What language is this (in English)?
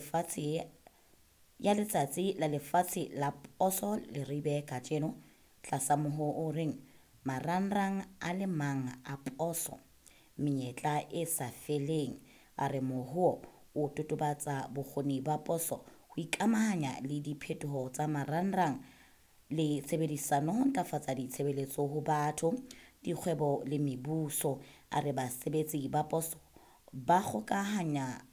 Southern Sotho